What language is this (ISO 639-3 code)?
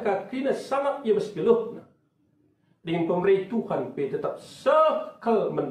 btx